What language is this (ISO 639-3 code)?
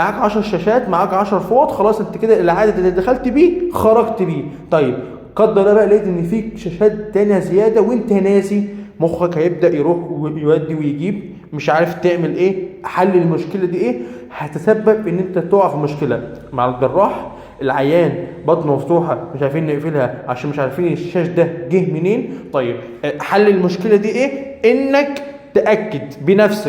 arz